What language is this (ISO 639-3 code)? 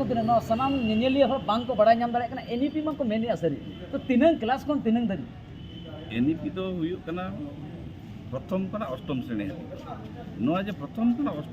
sat